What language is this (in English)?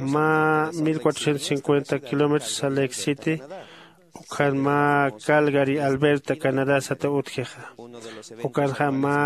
Aymara